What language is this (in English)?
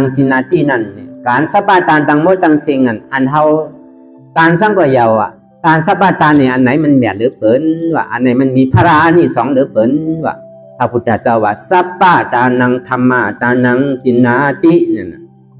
Shan